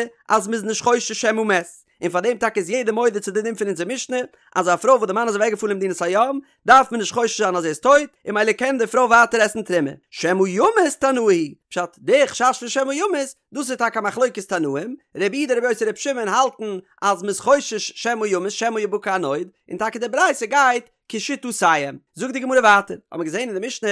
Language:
Yiddish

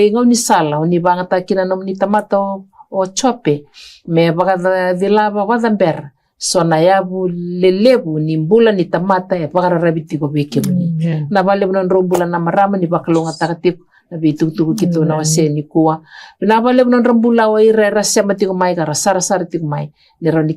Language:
Fijian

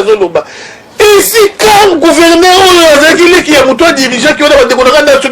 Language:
Lingala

